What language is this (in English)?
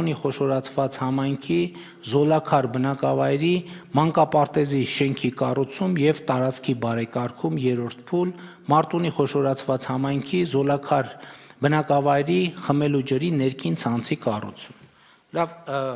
Armenian